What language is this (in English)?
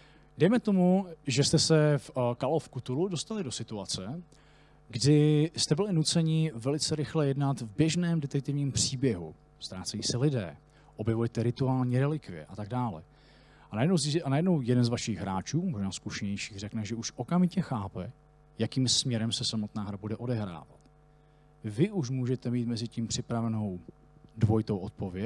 Czech